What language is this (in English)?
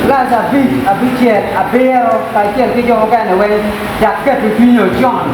Acoli